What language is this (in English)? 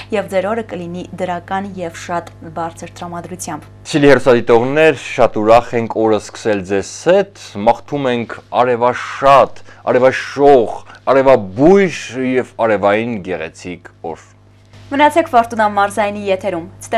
Armenian